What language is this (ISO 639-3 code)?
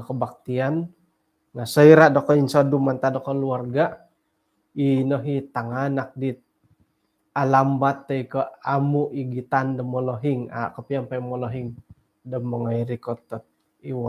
dtp